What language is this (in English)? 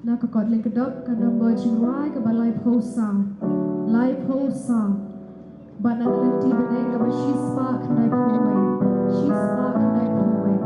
Khasi